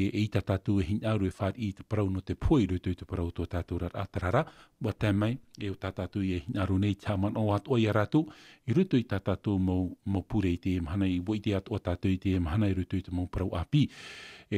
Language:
Tahitian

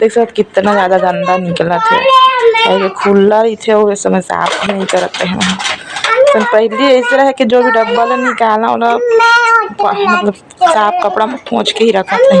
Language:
Chhattisgarhi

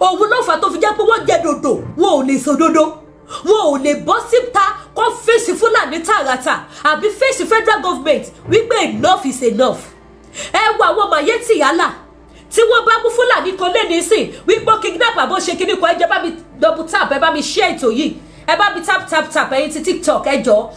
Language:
Yoruba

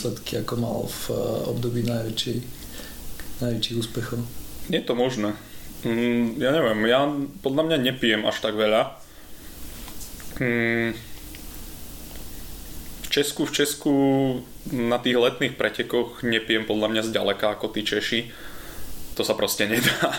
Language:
Slovak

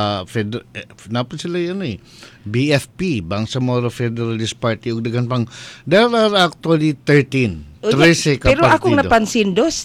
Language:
Cebuano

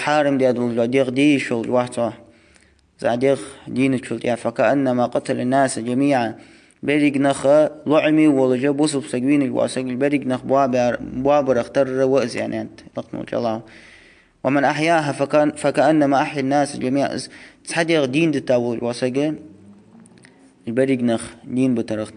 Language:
Ingush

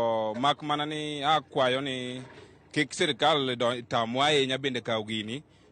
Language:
Luo (Kenya and Tanzania)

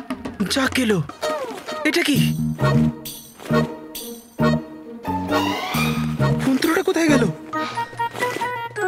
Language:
Bangla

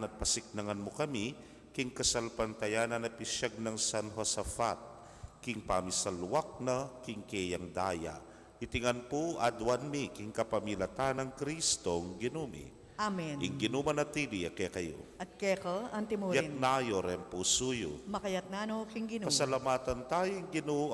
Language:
Pampanga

